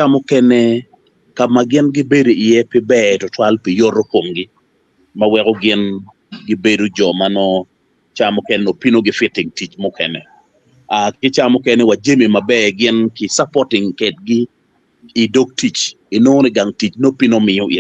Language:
Acoli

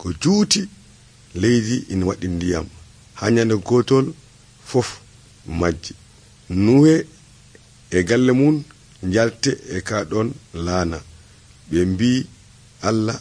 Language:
Nigerian Fulfulde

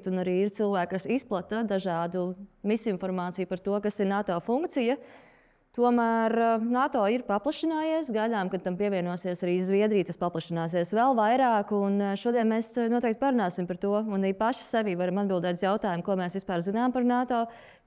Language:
Latvian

